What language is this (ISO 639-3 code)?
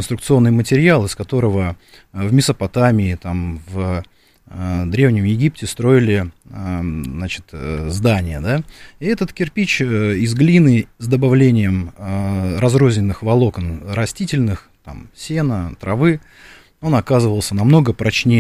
rus